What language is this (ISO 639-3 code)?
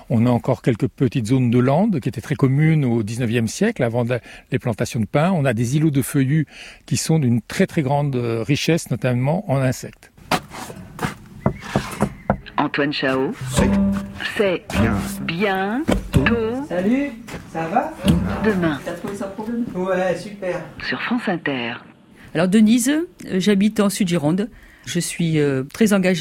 fra